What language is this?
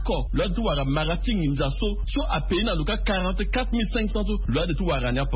Sango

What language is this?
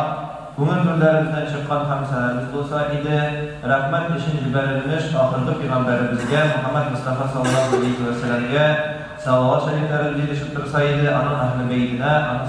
Tatar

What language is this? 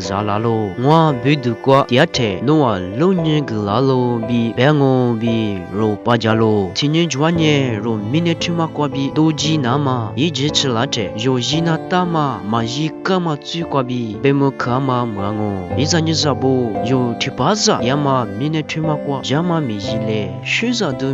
Lisu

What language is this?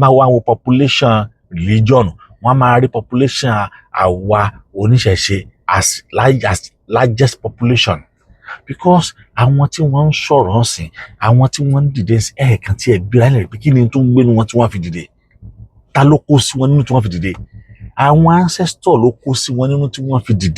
Yoruba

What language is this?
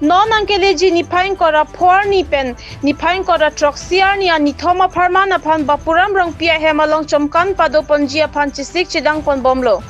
Karbi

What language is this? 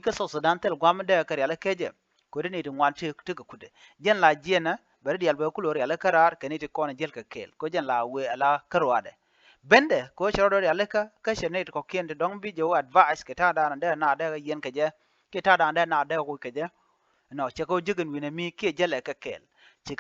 Nuer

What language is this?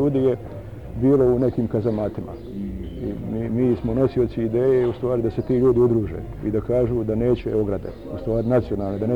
Bosnian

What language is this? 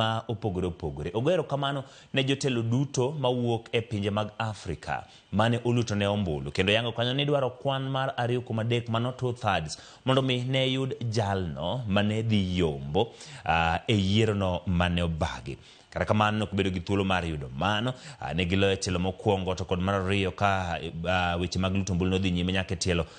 Luo (Kenya and Tanzania)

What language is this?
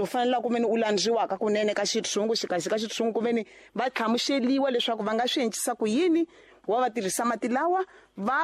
Tsonga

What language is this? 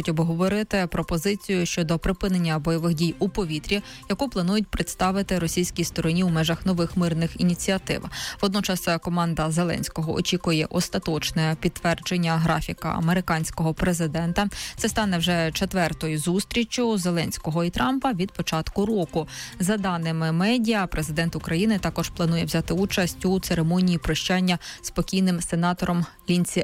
Ukrainian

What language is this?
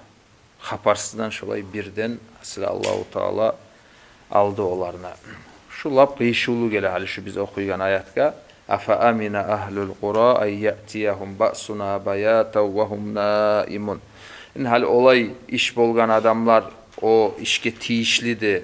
Kumyk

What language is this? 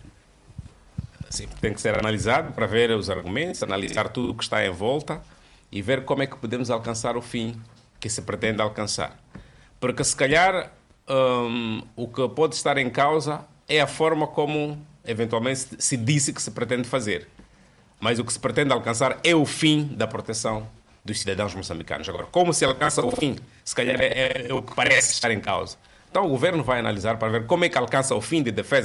Portuguese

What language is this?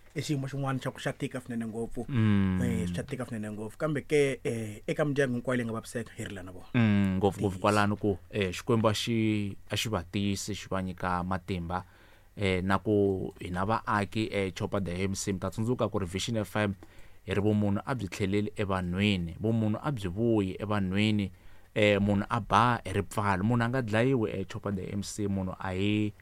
Tsonga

